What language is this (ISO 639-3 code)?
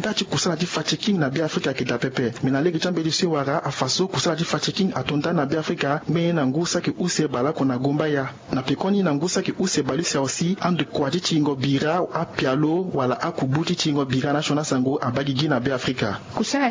sag